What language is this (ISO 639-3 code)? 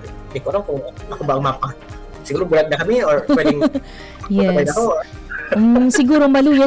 bik